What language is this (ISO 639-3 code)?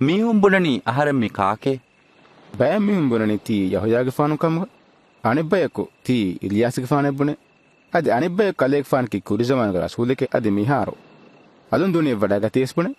div